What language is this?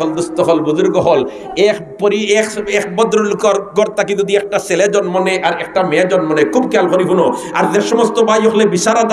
Sylheti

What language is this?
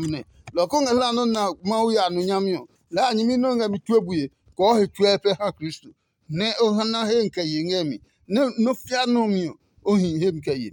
Adangme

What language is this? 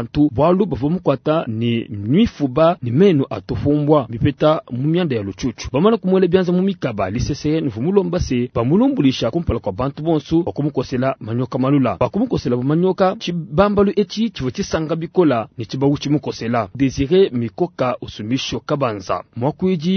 Luba-Lulua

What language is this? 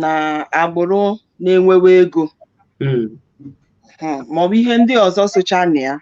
Igbo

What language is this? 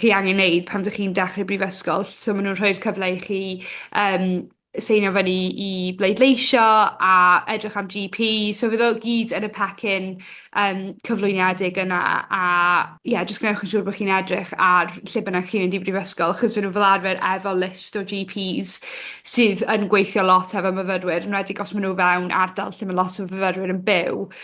Welsh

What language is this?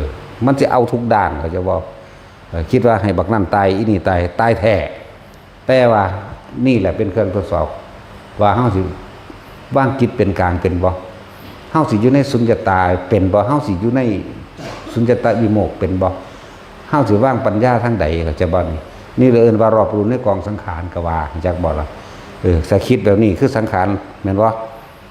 Northeastern Thai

